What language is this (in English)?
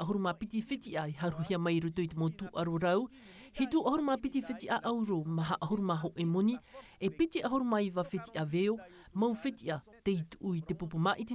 Tahitian